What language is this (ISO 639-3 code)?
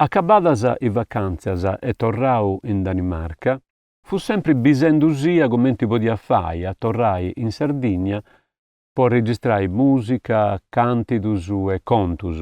srd